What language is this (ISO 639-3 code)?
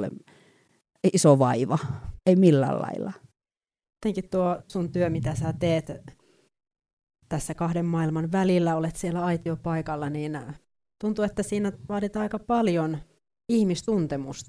fin